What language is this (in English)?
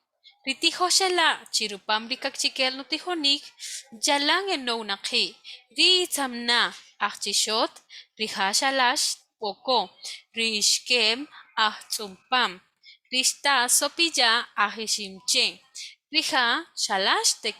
Kaqchikel